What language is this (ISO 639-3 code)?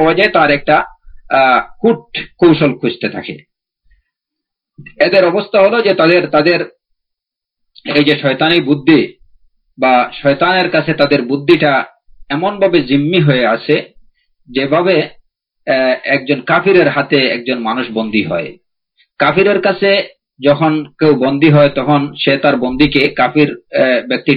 ben